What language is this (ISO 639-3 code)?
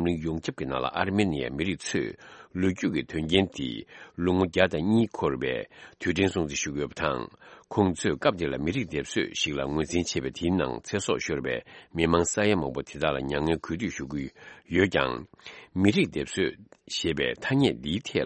bod